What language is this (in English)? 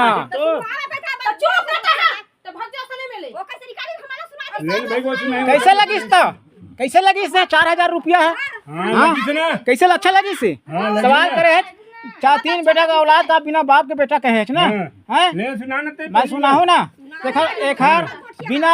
Chhattisgarhi